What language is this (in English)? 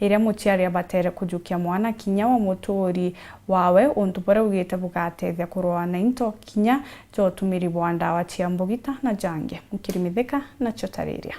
Meru